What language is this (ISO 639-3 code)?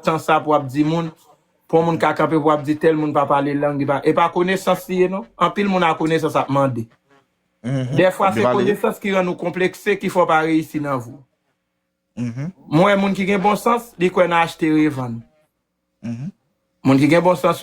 hat